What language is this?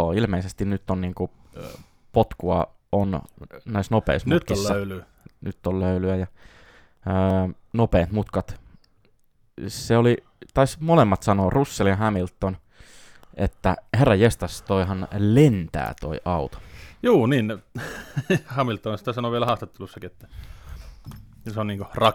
Finnish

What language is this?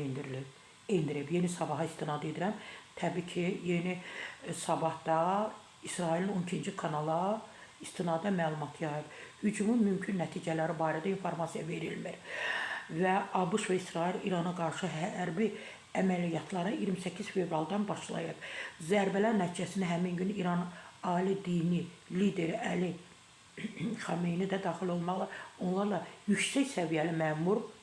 Azerbaijani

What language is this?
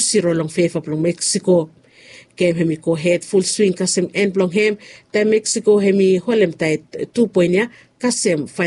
Bislama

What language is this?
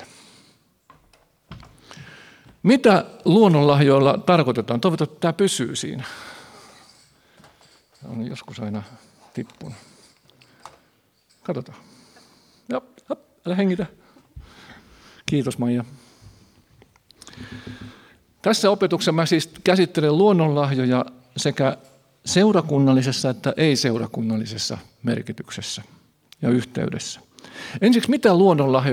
Finnish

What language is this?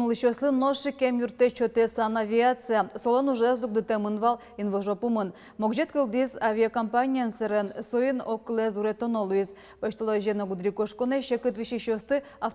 Udmurt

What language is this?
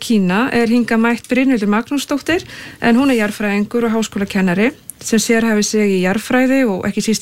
Icelandic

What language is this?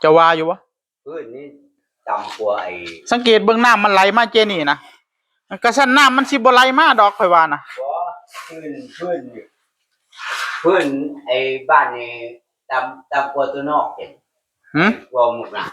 Northeastern Thai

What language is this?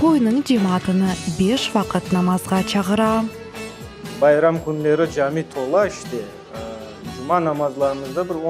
Crimean Tatar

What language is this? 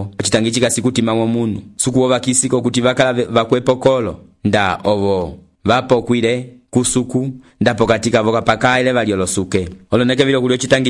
Umbundu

